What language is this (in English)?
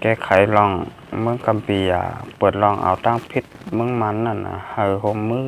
Shan